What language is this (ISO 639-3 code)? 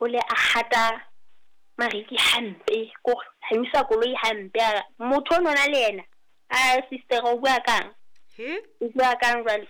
sot